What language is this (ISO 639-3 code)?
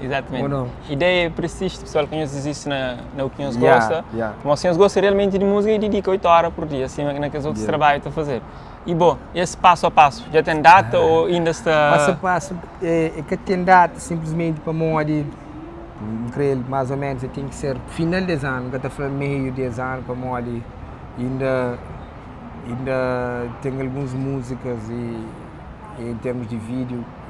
kea